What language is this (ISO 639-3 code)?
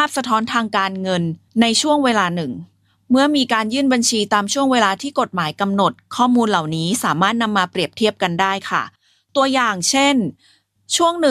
tha